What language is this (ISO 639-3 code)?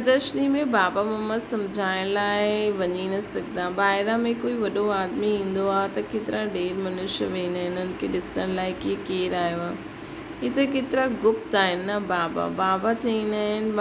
snd